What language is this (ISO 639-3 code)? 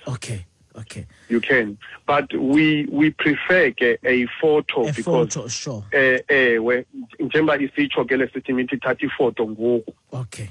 xho